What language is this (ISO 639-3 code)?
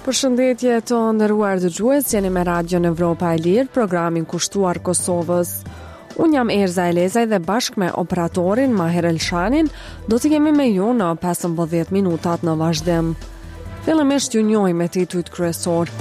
sqi